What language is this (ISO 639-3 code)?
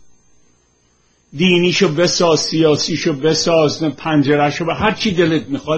fas